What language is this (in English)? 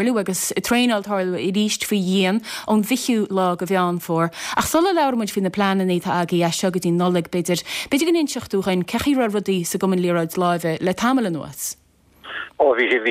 Irish